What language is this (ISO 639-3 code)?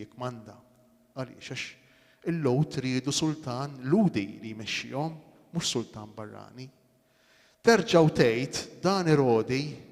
mlt